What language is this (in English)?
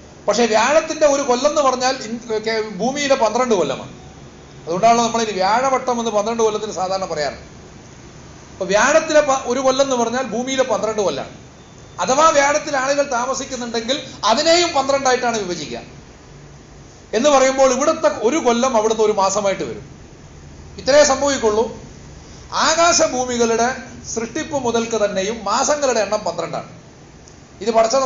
Malayalam